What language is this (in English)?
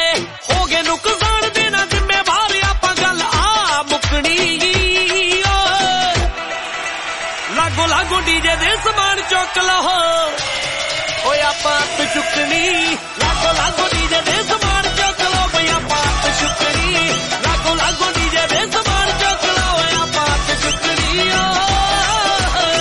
Punjabi